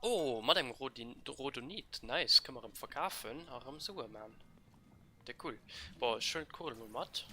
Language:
Luxembourgish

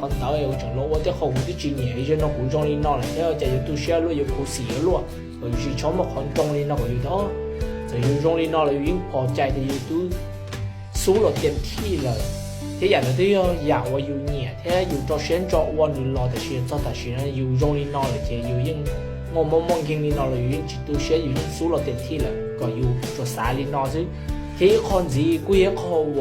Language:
Hmong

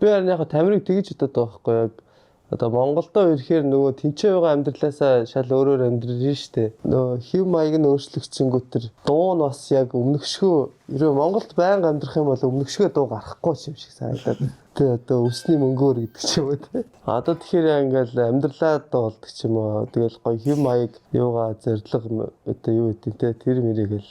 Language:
Mongolian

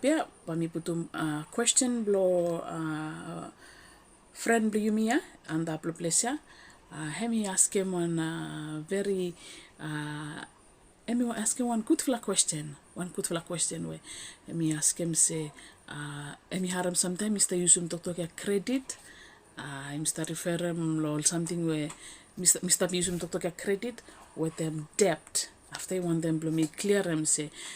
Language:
Bislama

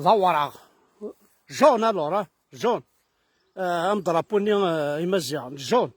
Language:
Kabyle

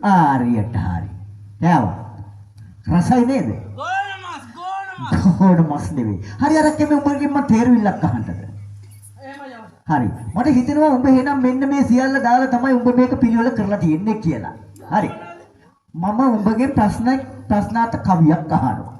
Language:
Sinhala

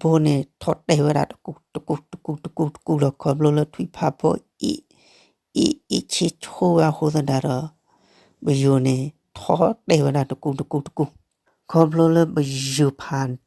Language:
S'gaw Karen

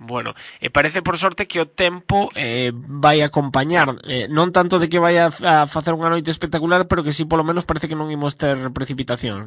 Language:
Galician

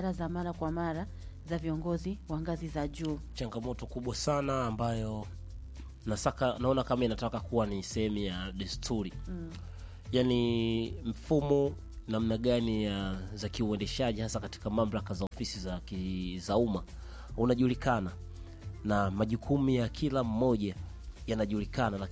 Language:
Swahili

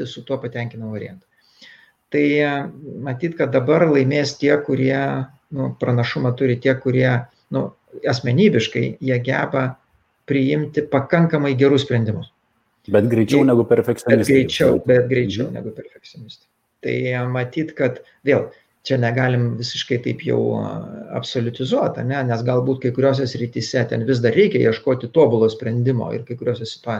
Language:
Lithuanian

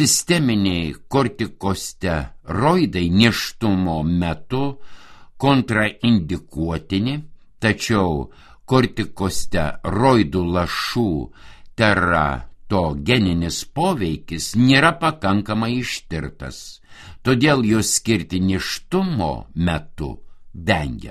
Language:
Lithuanian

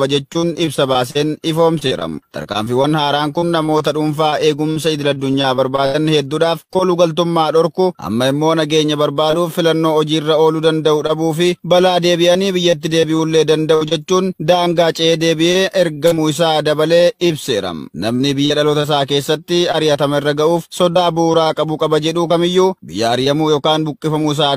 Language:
Oromo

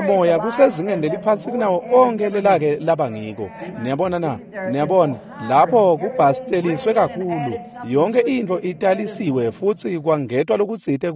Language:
Swati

